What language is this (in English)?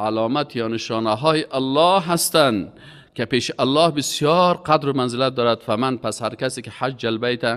Persian